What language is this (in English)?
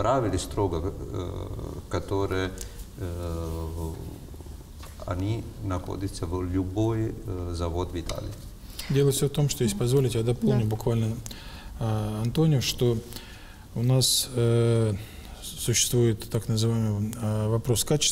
Russian